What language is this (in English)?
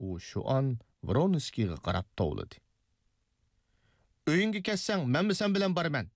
Uyghur